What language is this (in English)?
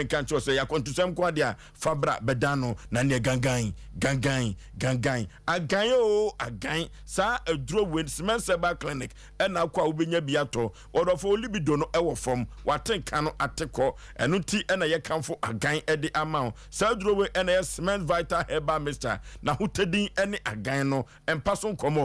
Akan